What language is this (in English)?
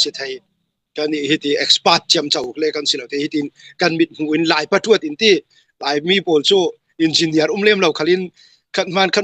Falam Chin